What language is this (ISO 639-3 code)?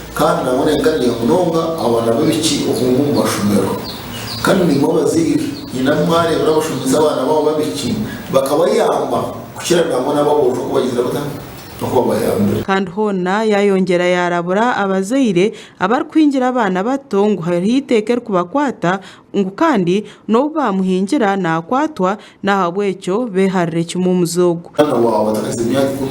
nyn